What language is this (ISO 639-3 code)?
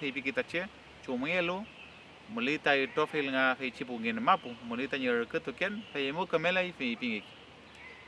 arn